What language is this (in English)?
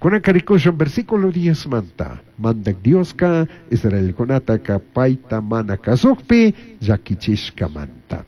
Chimborazo Highland Quichua